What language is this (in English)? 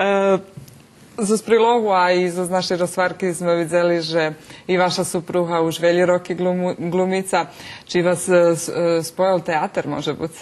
Rusyn